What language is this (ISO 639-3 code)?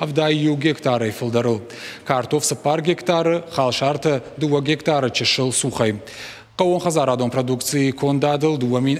oss